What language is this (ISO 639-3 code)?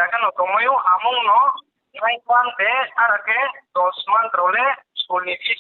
ria